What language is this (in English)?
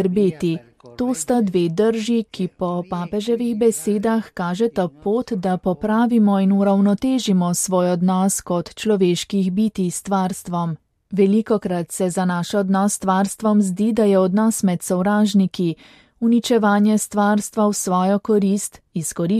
Slovenian